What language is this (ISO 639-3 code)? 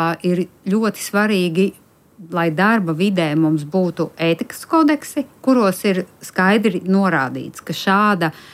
lav